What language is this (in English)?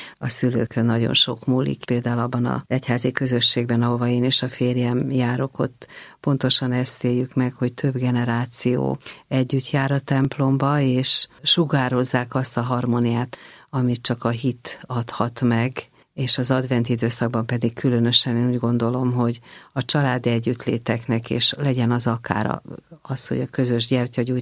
Hungarian